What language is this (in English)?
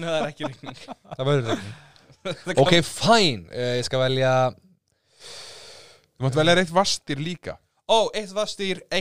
Icelandic